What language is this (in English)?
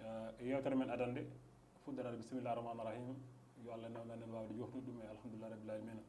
Fula